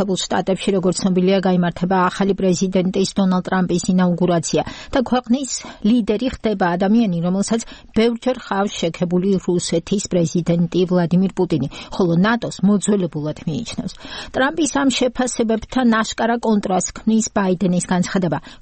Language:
Georgian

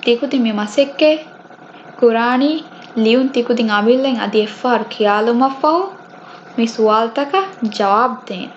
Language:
Divehi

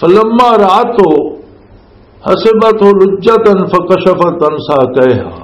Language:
Western Panjabi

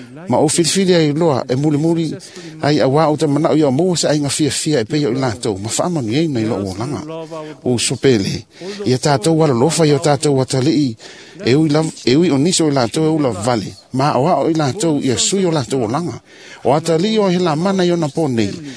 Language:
Samoan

